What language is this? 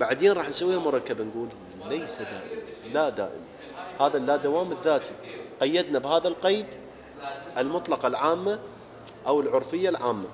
Mesopotamian Arabic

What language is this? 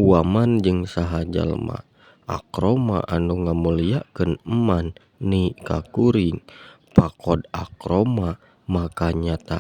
Sundanese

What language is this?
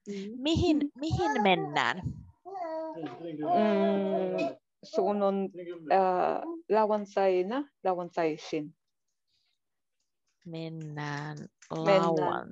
Finnish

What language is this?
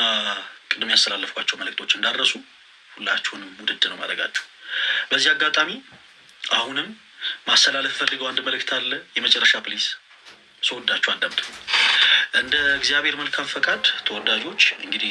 Amharic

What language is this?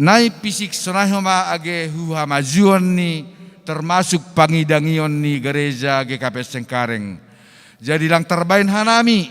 Batak Simalungun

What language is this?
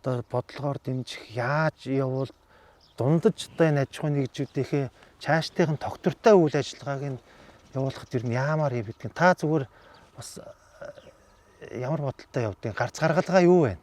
Mongolian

